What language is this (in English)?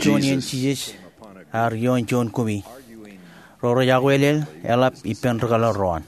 Marshallese